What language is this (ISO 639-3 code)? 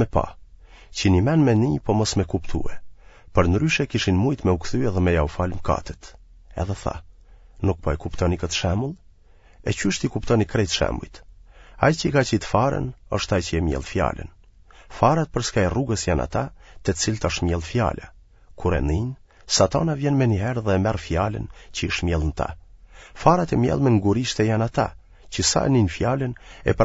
sqi